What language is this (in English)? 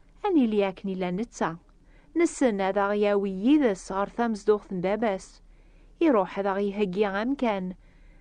Kabyle